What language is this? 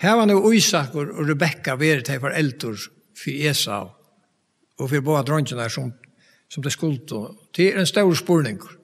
Faroese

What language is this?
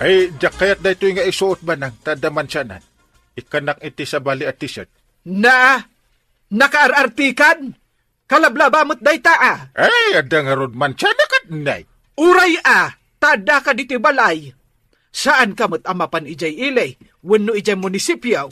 Iloko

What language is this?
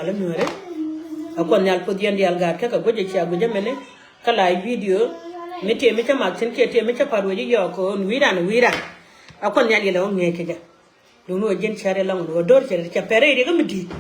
Nuer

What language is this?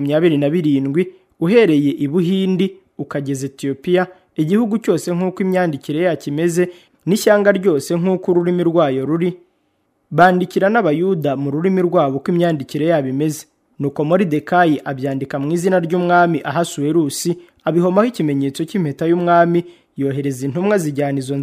Kinyarwanda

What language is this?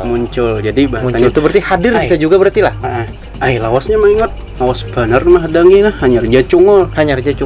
Banjar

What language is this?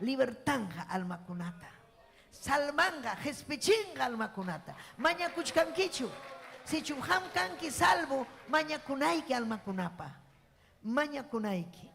Ayacucho Quechua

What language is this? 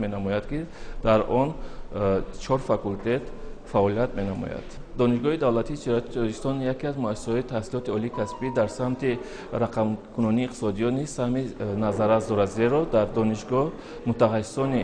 Tajik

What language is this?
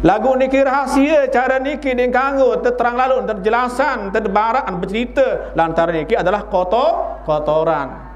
Sasak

